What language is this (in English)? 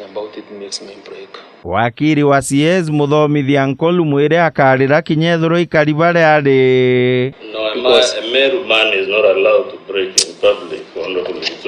Meru